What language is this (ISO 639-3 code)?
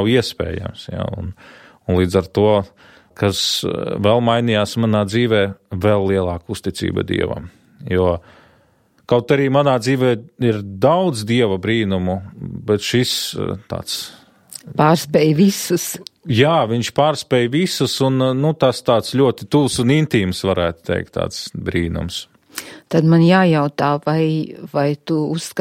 lav